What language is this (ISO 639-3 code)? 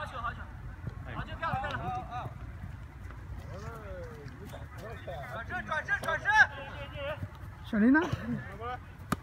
zho